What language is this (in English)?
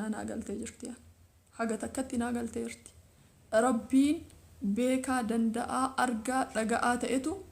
Oromo